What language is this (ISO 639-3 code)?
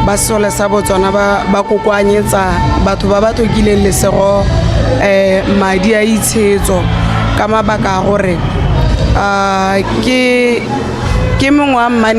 tsn